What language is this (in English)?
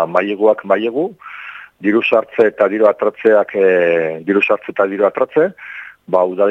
Basque